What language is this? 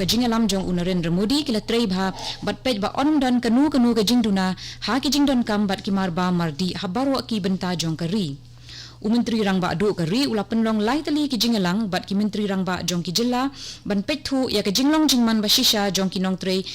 Khasi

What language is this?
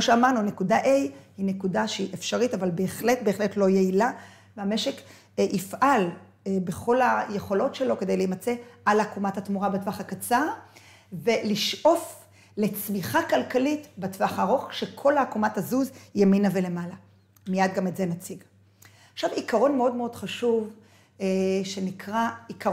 Hebrew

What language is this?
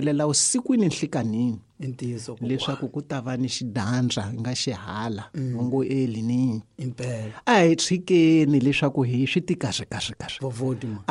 Tsonga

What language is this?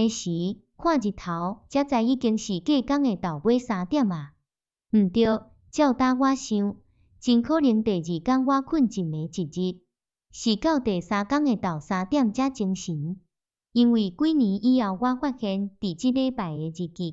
Min Nan Chinese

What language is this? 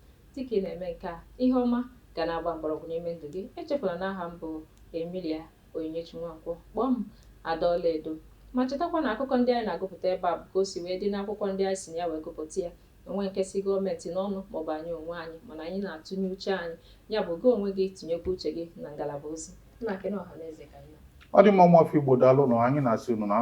Igbo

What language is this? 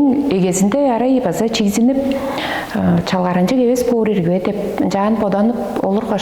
Tuvinian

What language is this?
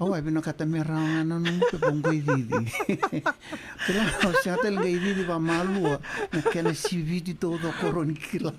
Fijian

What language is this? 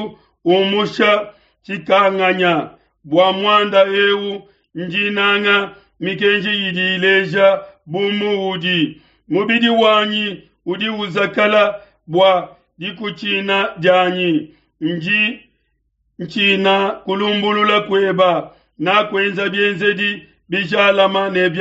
Luba-Lulua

